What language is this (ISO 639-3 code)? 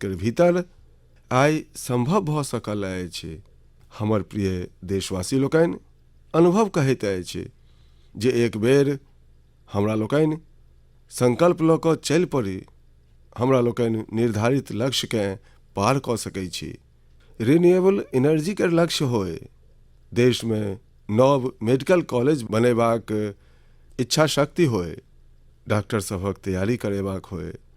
mai